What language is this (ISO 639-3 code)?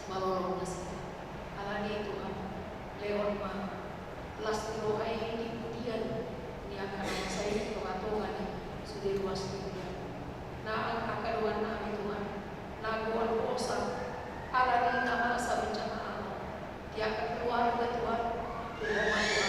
bbc